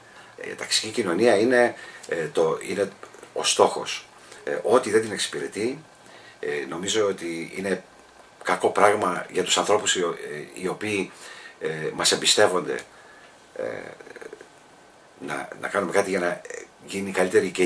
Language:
Greek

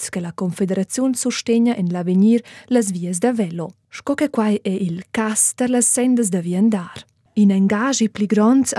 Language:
Romansh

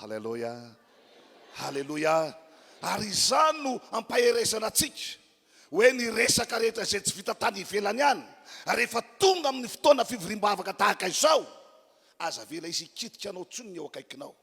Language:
Malagasy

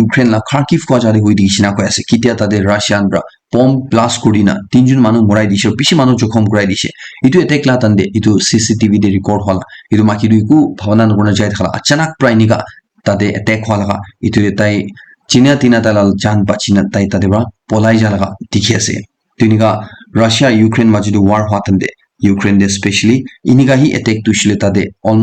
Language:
Naga Pidgin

